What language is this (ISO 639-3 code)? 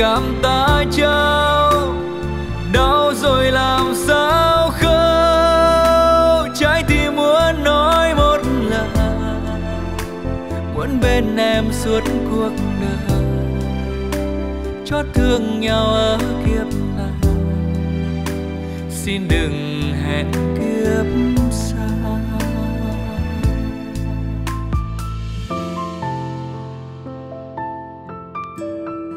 vie